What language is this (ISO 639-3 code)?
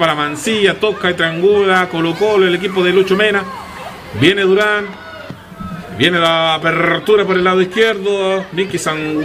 spa